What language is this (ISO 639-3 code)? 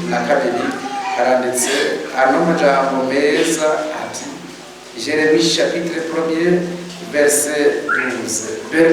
run